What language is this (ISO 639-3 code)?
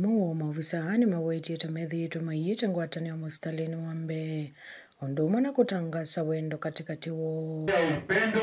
kam